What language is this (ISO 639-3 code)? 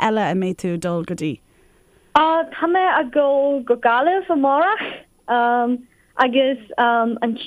gle